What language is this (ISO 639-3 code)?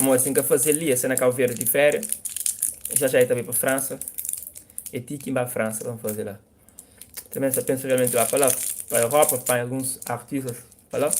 kea